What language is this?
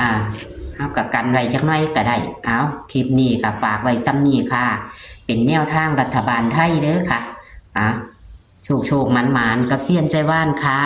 Northeastern Thai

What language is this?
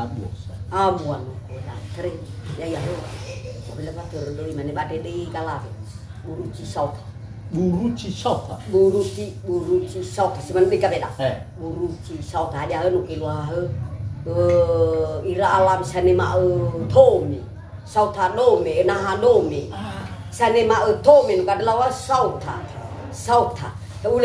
Nias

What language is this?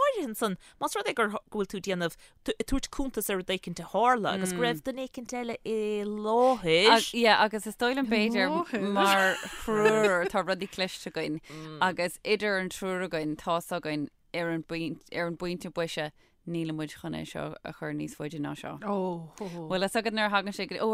Irish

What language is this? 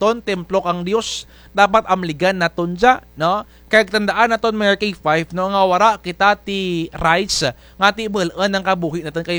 Kinaray-a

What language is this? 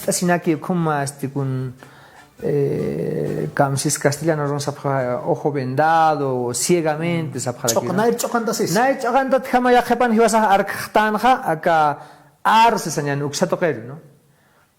Aymara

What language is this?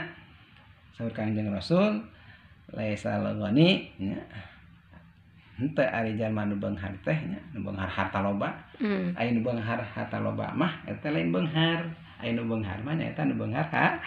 Sundanese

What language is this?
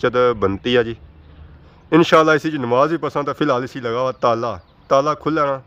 Pahari-Potwari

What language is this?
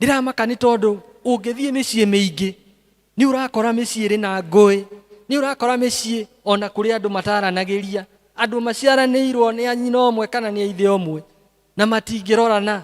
Kikuyu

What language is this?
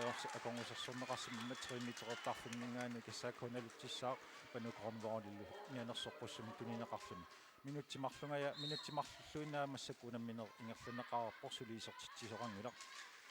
Kalaallisut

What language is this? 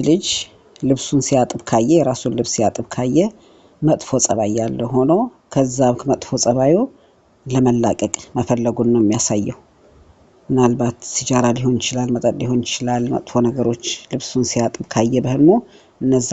Amharic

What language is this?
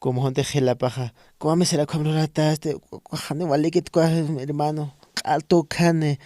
Aymara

